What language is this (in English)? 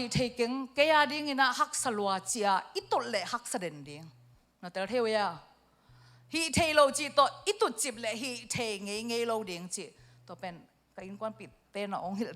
Tedim Chin